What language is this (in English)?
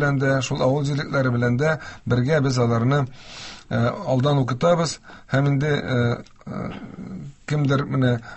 Tatar